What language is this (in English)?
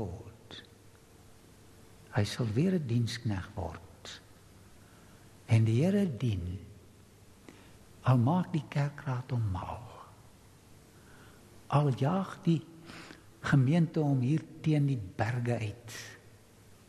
Afrikaans